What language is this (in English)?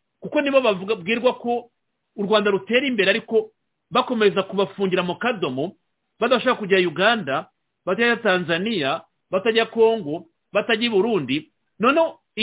Kinyarwanda